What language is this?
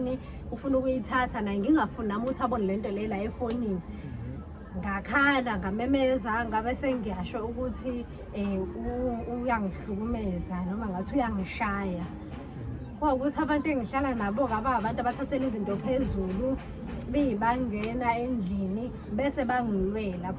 Zulu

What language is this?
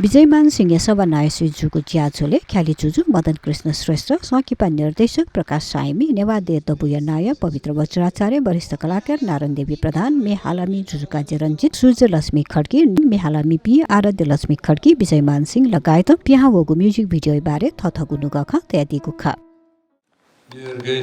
Newari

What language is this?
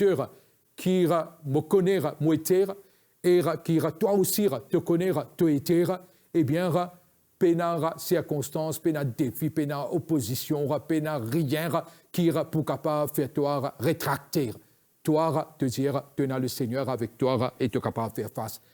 Morisyen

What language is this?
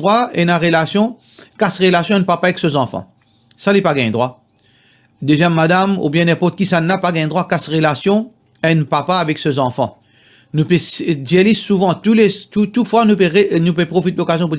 Morisyen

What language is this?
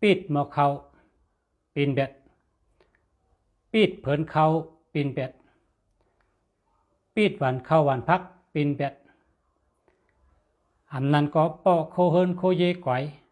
Shan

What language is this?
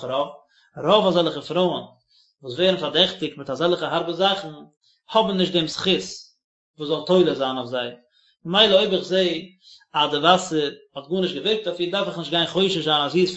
Yiddish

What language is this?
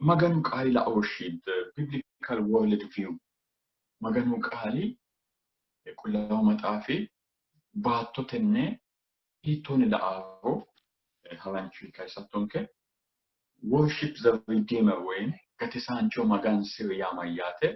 Sidamo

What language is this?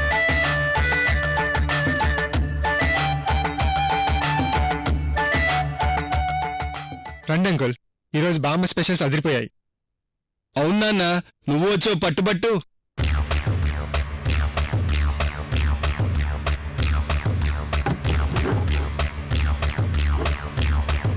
Telugu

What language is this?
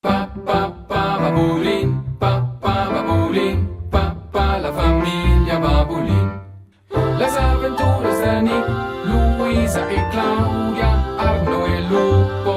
Romansh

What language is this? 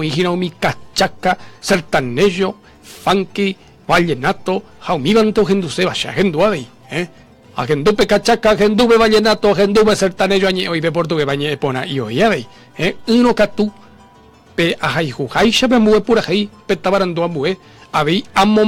Guarani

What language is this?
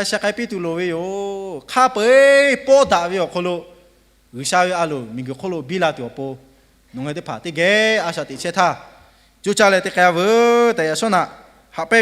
Lahu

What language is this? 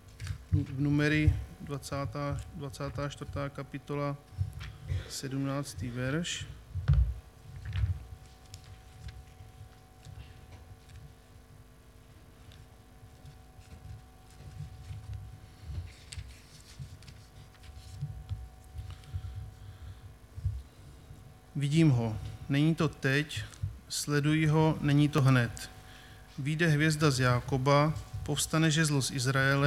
Czech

